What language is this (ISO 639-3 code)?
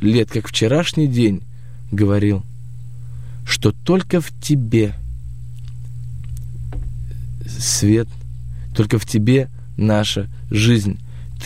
rus